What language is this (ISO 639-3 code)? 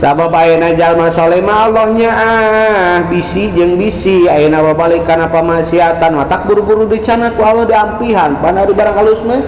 sun